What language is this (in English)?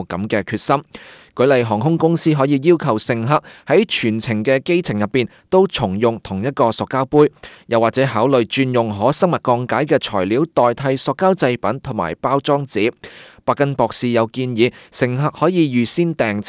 Cantonese